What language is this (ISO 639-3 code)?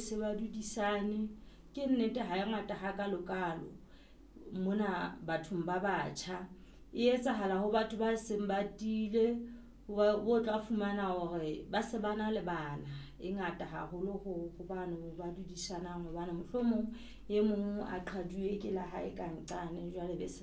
sot